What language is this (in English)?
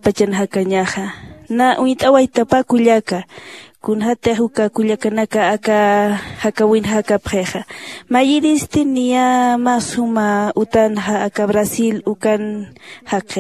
Aymara